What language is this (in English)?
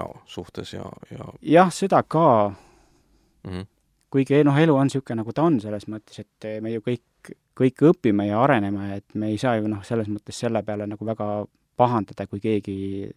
Estonian